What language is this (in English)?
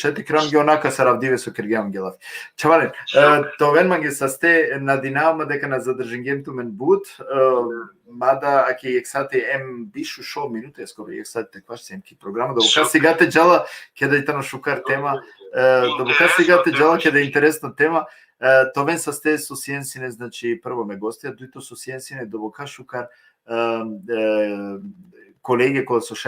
Balkan Romani